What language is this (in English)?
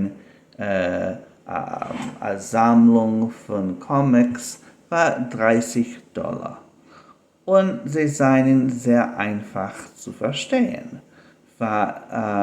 Yiddish